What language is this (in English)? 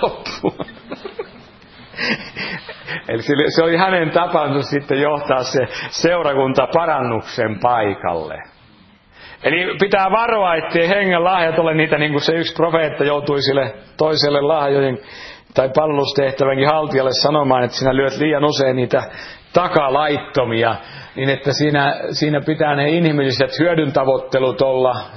Finnish